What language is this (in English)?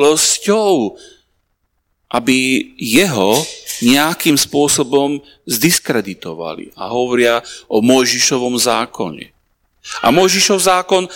Slovak